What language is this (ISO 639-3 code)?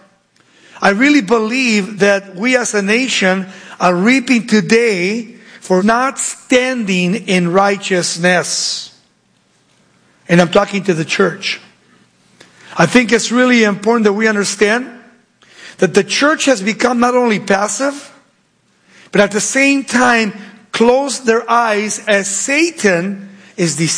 eng